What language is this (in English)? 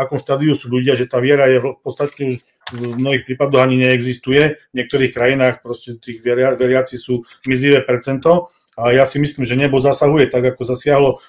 Slovak